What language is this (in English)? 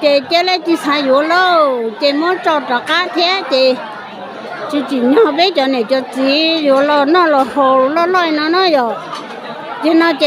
Hmong